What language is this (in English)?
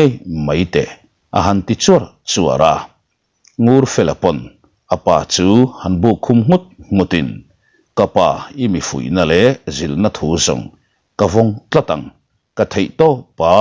Mizo